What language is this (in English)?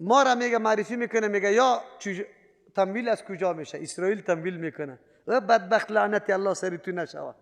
Persian